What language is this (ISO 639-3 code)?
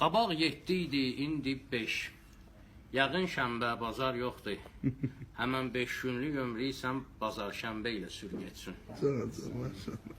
aze